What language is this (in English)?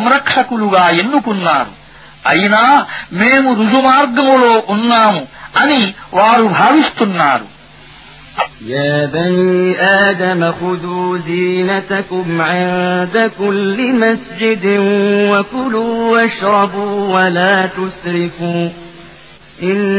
Telugu